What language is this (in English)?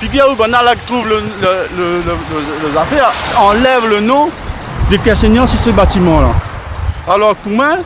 Réunion Creole French